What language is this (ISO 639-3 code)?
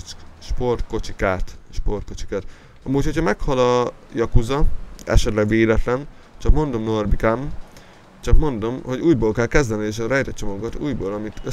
hun